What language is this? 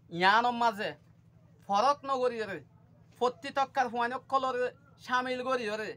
Rohingya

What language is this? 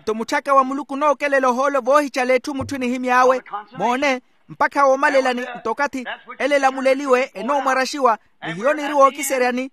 Makhuwa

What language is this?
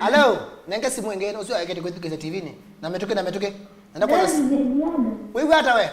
Kamba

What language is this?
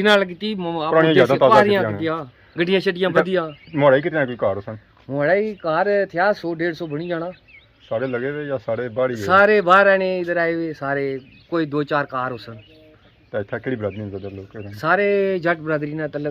Pahari-Potwari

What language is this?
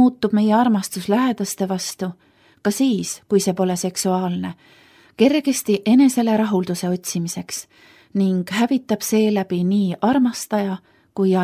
Estonian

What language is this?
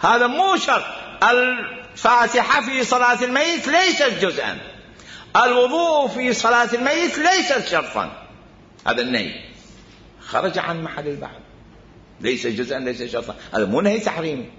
Mesopotamian Arabic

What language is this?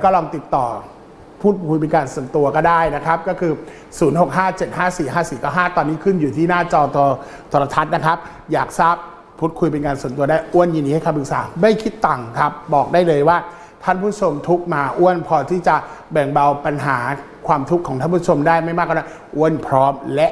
Thai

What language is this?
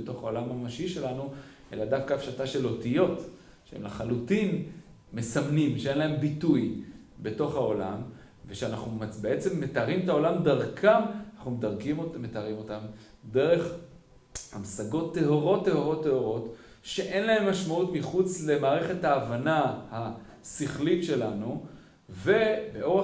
Hebrew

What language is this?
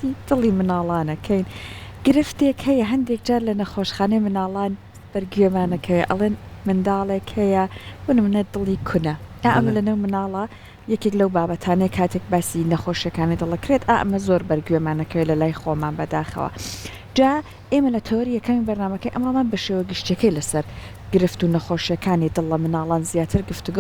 Central Kurdish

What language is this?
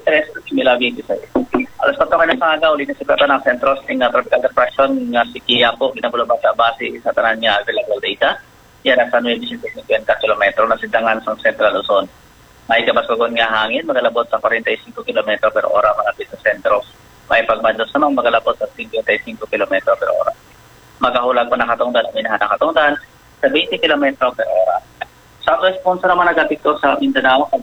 Hiligaynon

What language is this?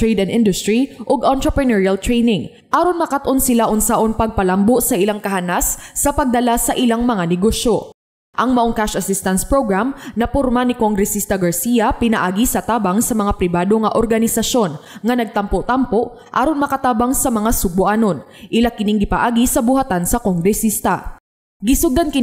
Cebuano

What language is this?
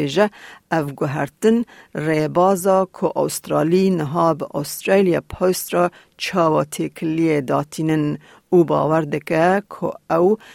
Kurdish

